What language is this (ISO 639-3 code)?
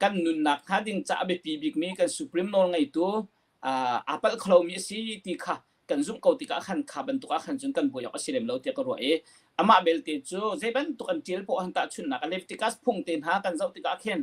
cnh